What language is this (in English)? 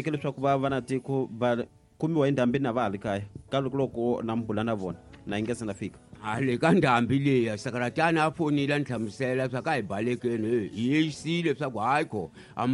Tsonga